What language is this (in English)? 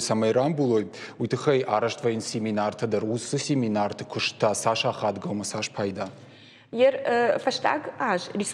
Ossetic